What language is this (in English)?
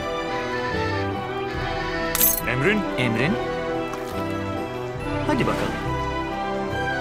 Turkish